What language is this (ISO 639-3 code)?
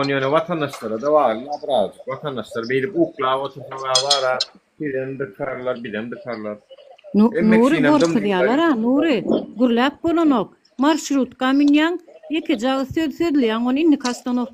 tuk